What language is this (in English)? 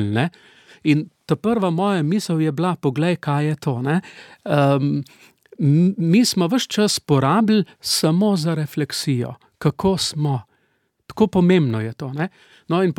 Slovenian